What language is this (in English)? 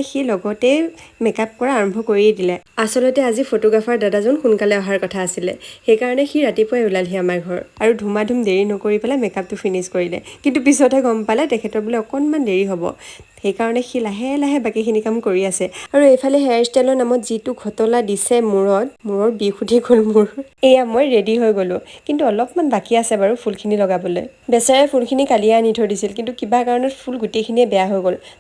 Assamese